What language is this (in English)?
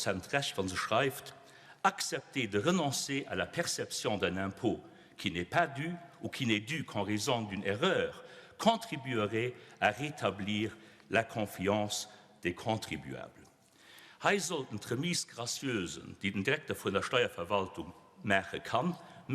Luxembourgish